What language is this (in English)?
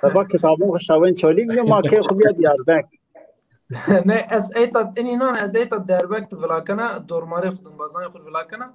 Zaza